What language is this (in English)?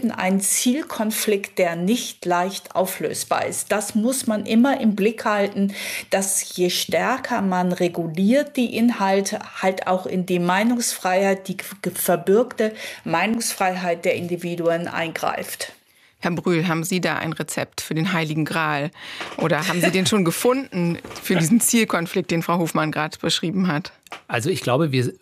German